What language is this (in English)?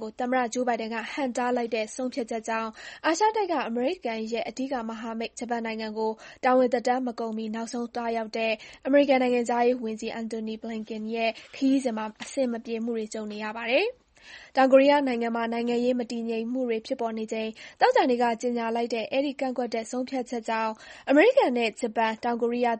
Burmese